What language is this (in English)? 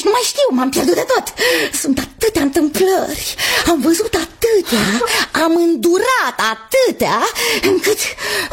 Romanian